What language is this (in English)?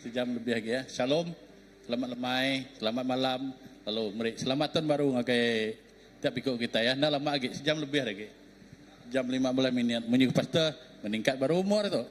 Iban